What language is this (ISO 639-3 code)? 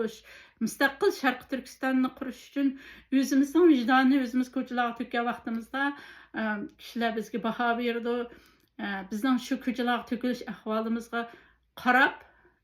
uig